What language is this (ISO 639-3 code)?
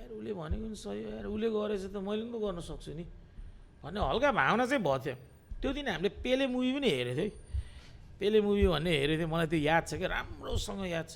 nep